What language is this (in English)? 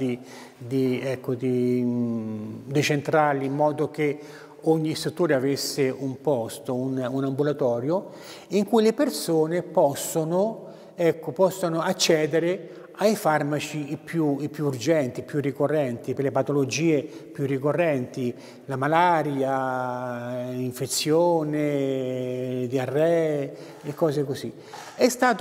Italian